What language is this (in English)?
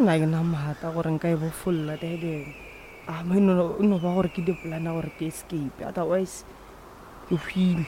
Northern Sotho